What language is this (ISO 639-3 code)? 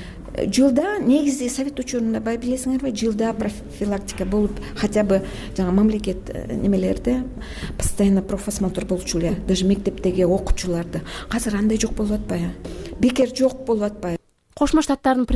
kir